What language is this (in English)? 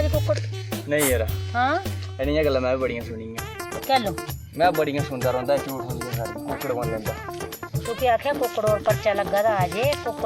Dogri